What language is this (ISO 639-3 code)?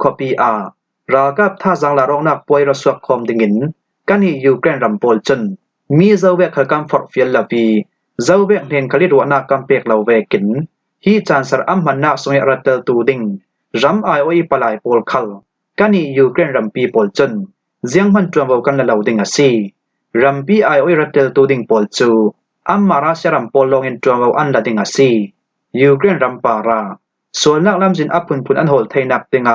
cfm